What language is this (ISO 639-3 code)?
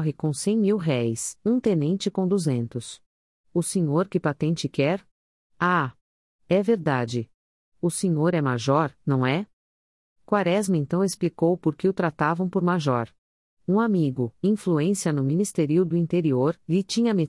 por